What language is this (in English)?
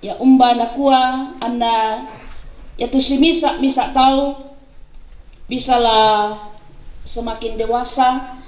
Toraja-Sa'dan